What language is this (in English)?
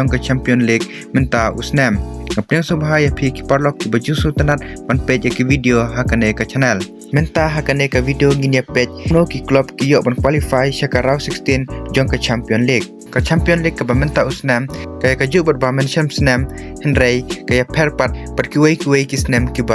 Khasi